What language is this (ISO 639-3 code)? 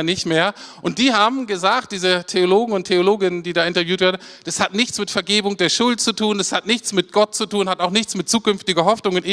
deu